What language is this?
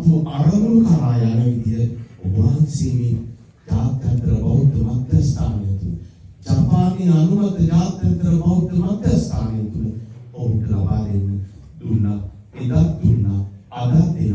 Sinhala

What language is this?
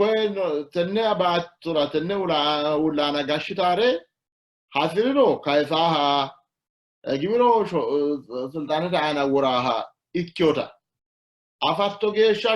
Sidamo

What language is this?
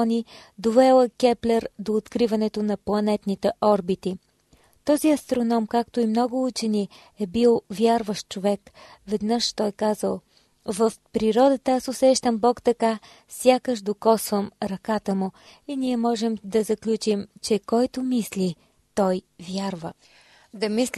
Bulgarian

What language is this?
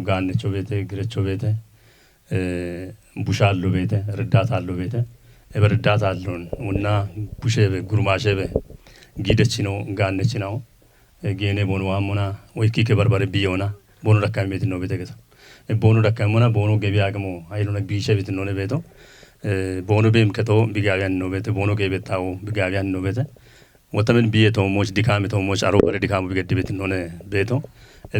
Kafa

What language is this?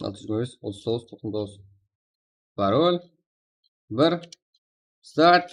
Kara-Kalpak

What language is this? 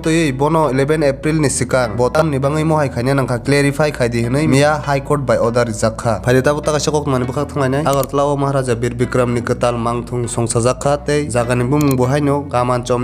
Kok Borok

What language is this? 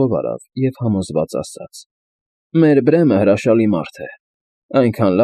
Armenian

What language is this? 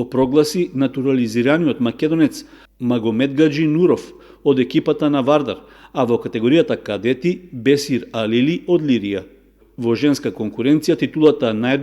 Macedonian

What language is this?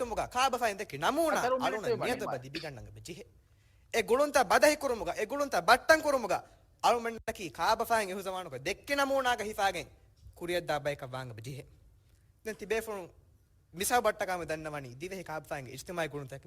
Divehi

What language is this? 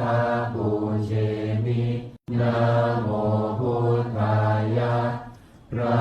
Pali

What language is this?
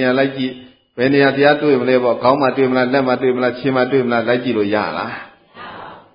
Burmese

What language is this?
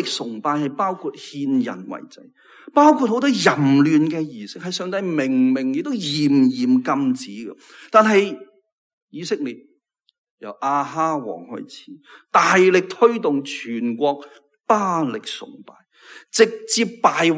Cantonese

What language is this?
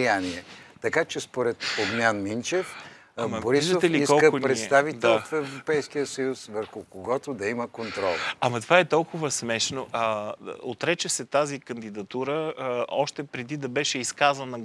Bulgarian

